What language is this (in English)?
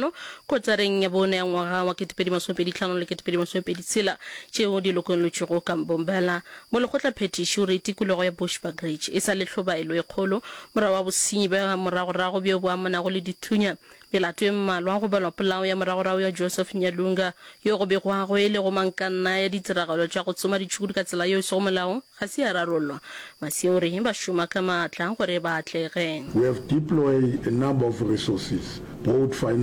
Northern Sotho